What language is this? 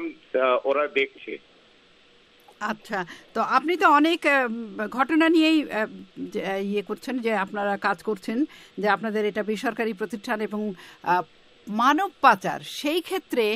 Bangla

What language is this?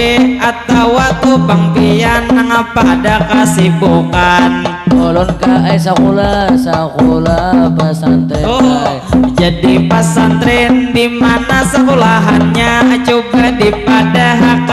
Banjar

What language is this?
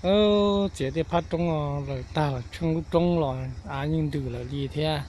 Hmong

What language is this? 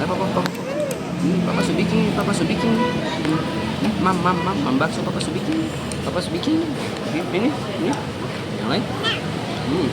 Ambonese Malay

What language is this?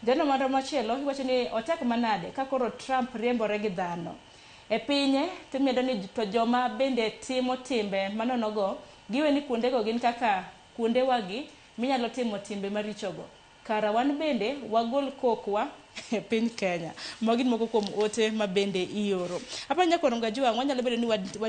Luo (Kenya and Tanzania)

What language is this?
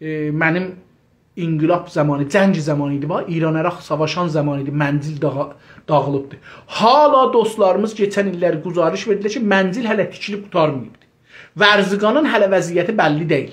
South Azerbaijani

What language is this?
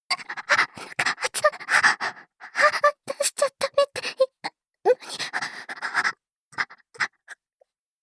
Japanese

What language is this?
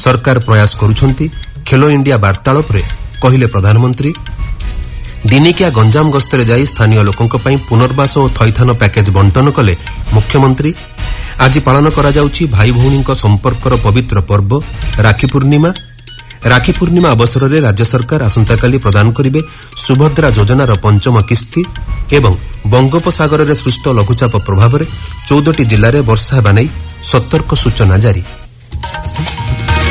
Odia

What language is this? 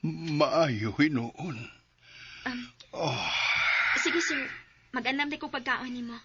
Cebuano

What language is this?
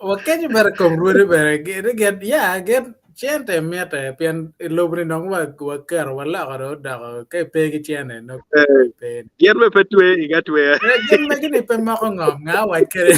Acoli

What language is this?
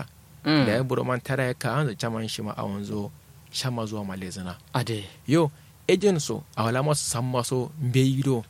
Kanuri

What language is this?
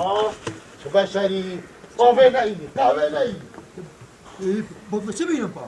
Kurdish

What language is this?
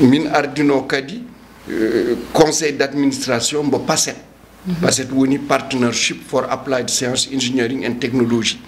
Fula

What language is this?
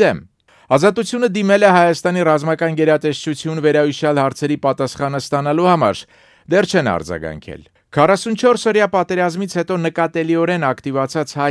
Armenian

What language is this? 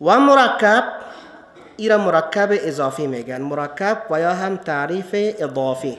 Persian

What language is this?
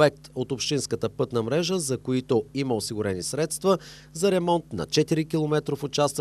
Bulgarian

